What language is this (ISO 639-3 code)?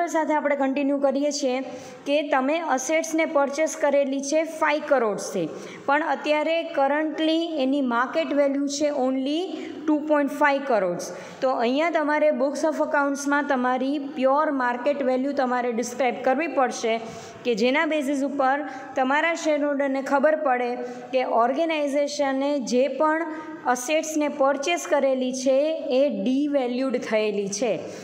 guj